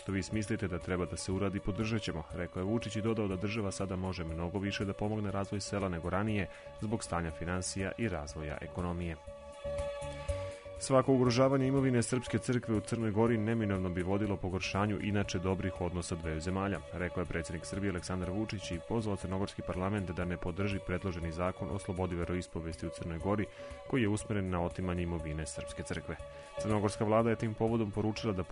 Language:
Serbian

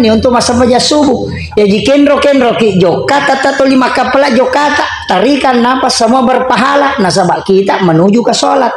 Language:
Buginese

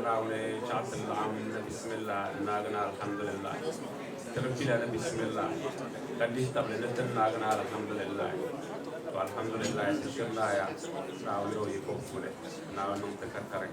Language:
Dagbani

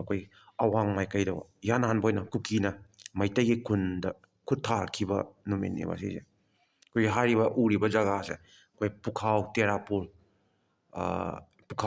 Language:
Manipuri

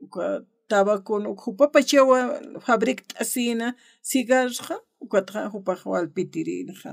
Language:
Aymara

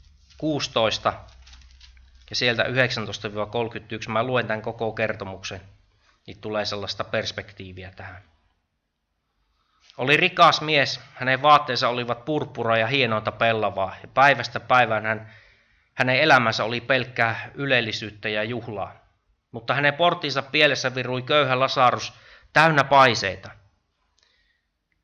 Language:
Finnish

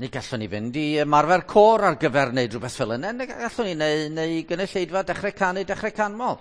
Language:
Welsh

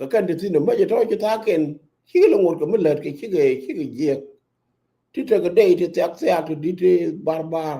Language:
Nuer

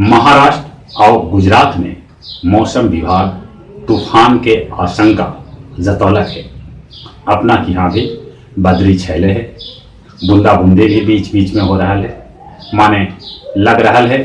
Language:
Magahi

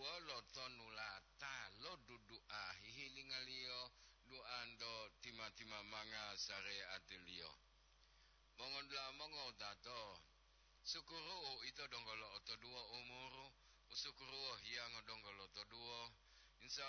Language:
Gorontalo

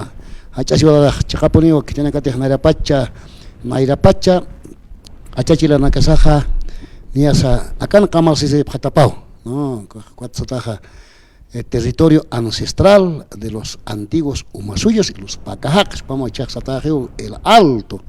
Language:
Aymara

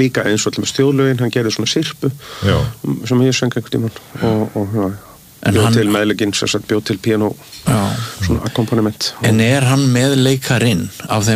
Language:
Icelandic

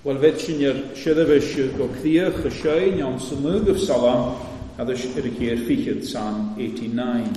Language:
Welsh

